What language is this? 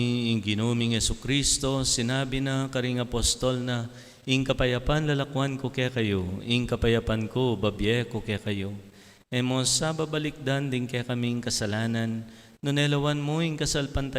Pampanga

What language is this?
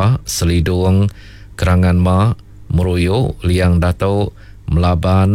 Iban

